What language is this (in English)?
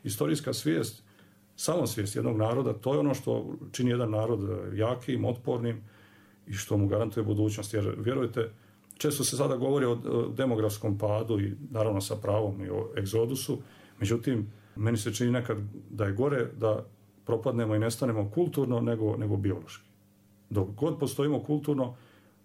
Serbian